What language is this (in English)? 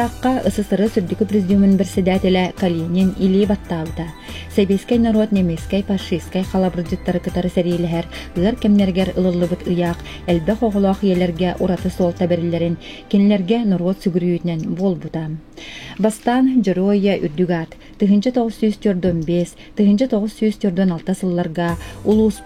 Yakut